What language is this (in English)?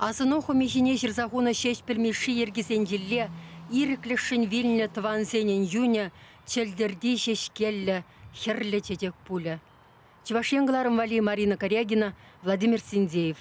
Chuvash